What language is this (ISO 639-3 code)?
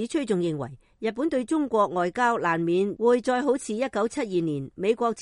yue